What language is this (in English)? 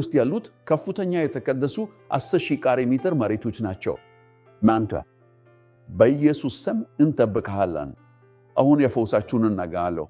Amharic